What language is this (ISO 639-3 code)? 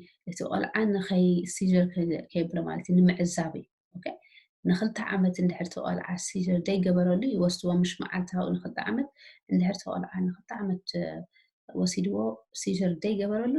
tir